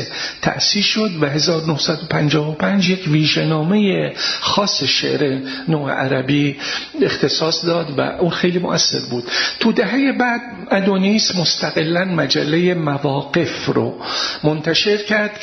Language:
Persian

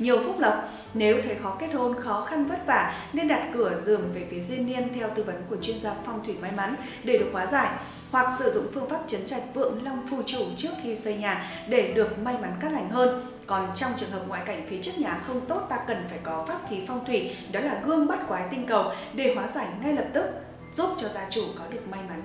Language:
Vietnamese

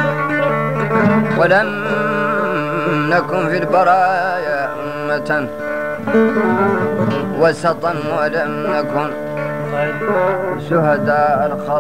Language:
Arabic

